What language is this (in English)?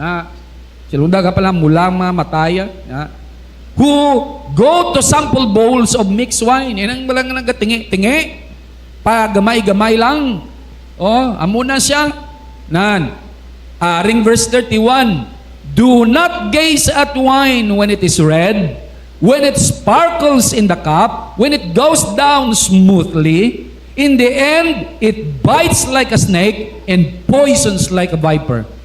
Hiligaynon